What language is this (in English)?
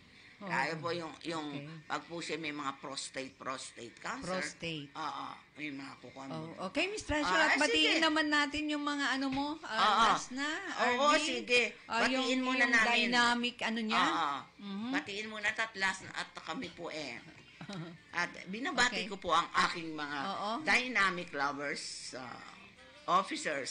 Filipino